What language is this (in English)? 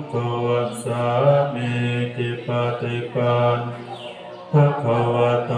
Pali